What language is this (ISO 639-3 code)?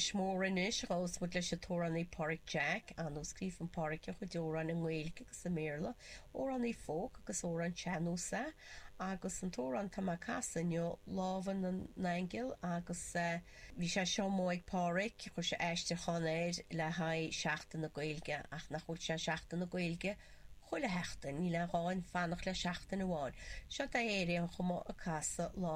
gle